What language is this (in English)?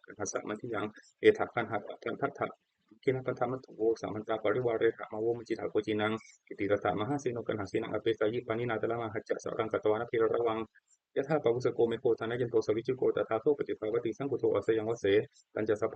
Pali